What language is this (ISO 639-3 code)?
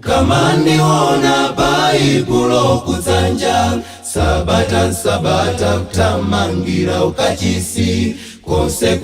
nya